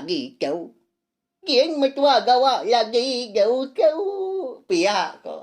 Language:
Iban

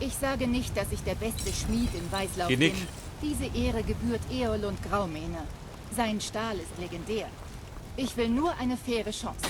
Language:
Bavarian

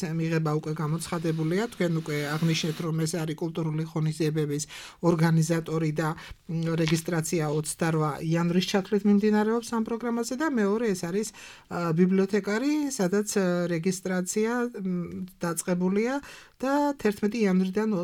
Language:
Georgian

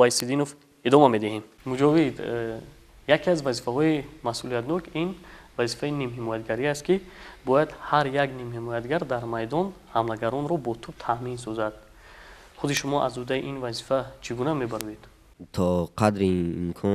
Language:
Tajik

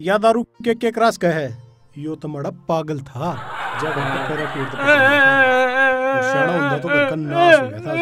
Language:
Haryanvi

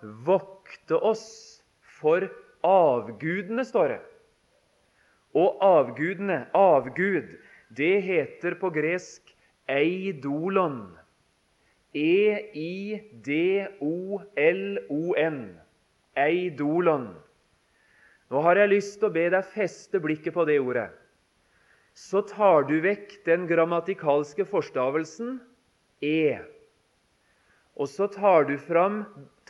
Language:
Norwegian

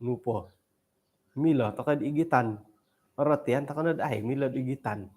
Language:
Central Dusun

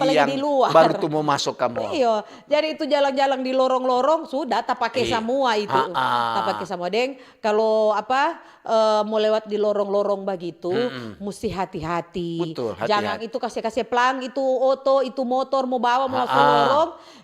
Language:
Manado Malay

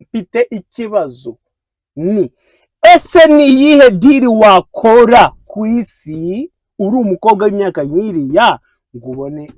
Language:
Kinyarwanda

